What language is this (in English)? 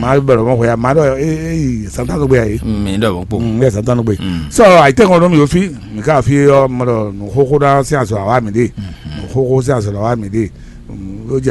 Fon